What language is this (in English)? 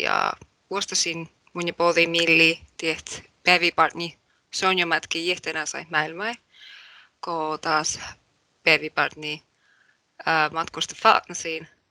Northern Sami